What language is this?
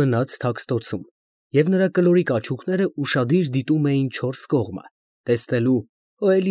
Armenian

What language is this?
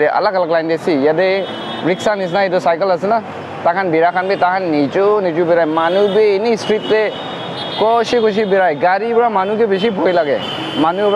Naga Pidgin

